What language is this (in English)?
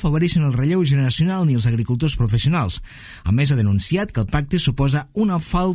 Catalan